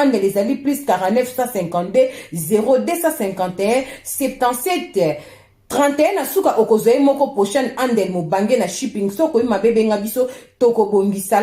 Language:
Lingala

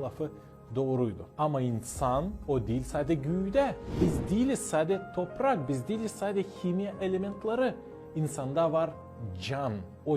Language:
Gagauz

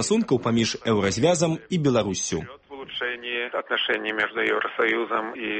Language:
Belarusian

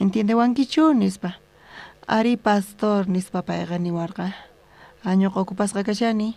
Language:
South Bolivian Quechua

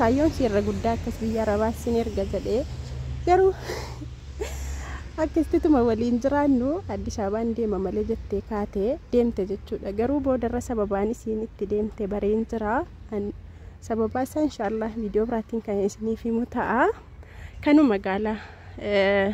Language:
Oromo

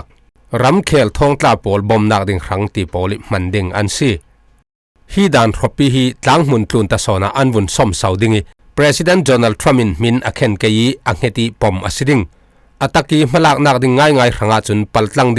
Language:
Falam Chin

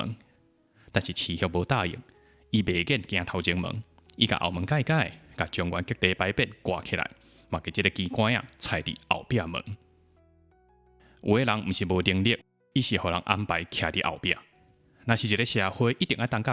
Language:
Min Nan Chinese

